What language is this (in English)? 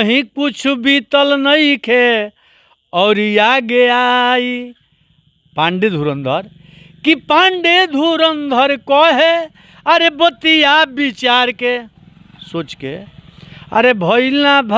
Bhojpuri